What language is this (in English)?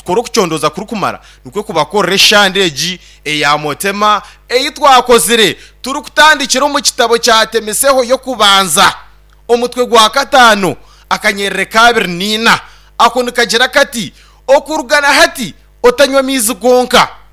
Nyankole